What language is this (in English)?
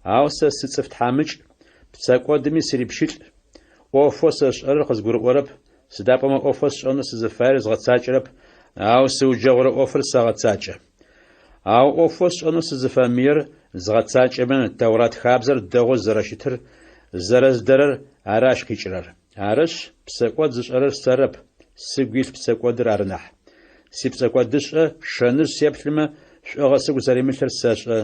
Adyghe